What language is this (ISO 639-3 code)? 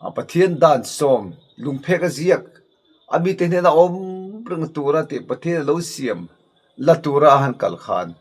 lus